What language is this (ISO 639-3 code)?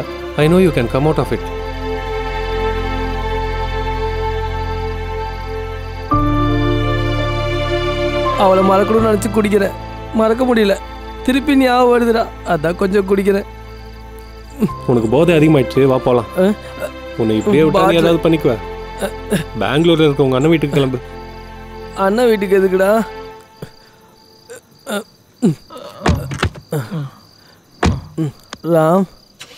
tam